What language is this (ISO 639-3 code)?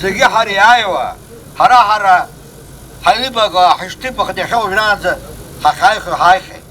abk